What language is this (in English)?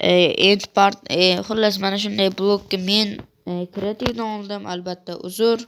Uzbek